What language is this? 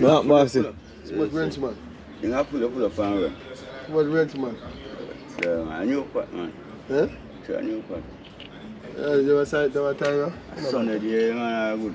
Jamaican Creole English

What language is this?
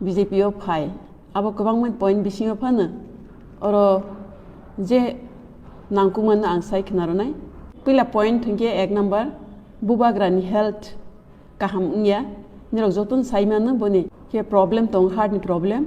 Kok Borok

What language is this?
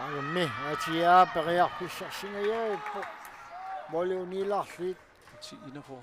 Kalaallisut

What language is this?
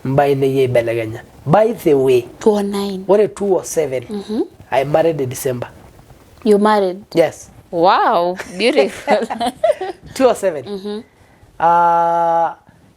Masai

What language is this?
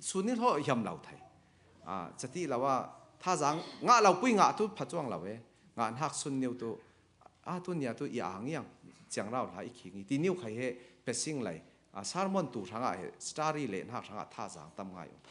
Falam Chin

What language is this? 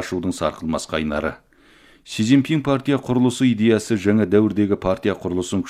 Kazakh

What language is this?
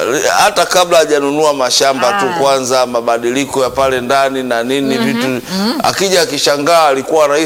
Swahili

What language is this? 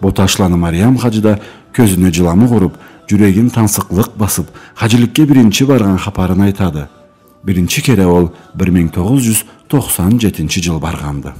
Karachay-Balkar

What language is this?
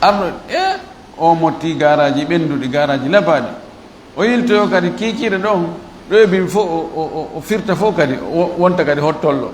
Fula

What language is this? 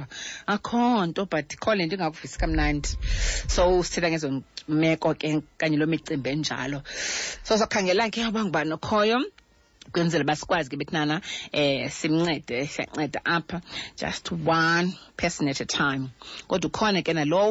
Xhosa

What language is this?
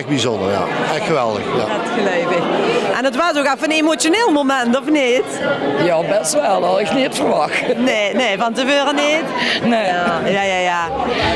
Limburgish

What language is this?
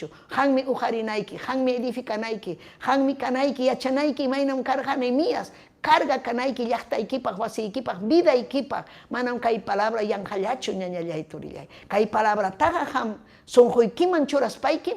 Ayacucho Quechua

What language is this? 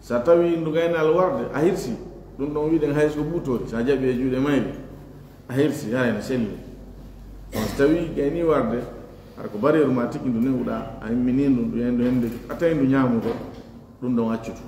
Fula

